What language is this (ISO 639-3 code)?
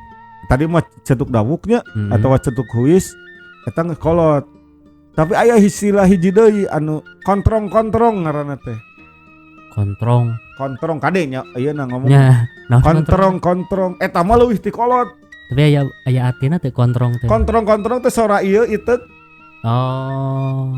sun